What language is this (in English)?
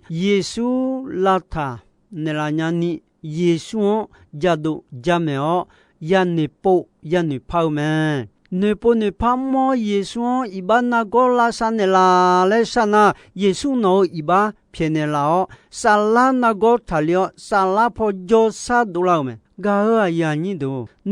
Akha